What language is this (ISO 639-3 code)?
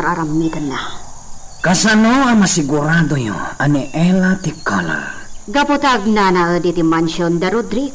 ilo